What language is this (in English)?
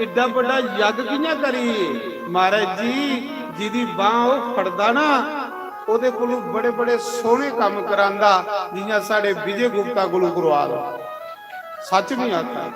Dogri